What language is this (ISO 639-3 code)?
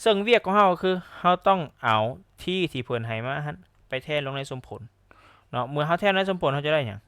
lao